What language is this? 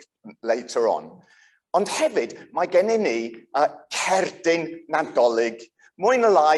Welsh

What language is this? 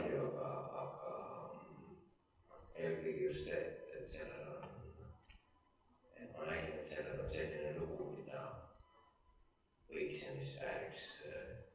Estonian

